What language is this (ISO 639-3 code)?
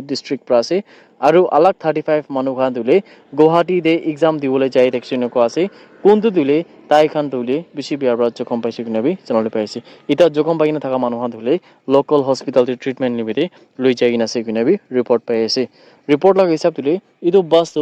nag